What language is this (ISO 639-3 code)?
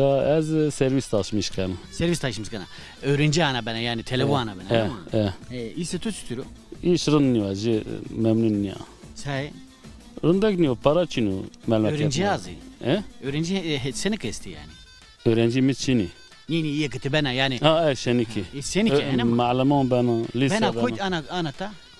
zza